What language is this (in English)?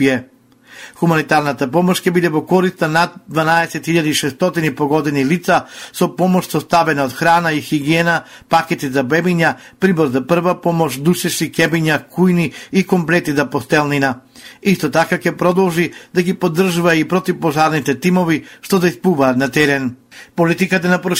Macedonian